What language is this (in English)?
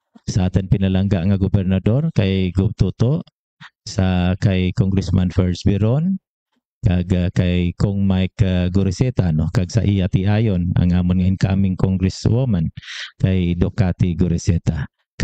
Hiligaynon